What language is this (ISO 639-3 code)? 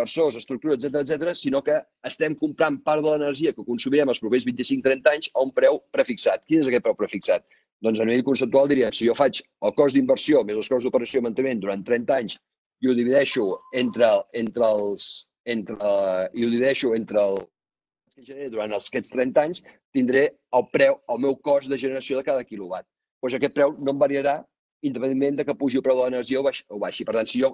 cat